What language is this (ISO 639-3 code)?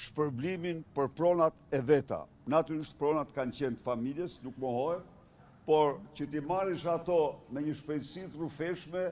sqi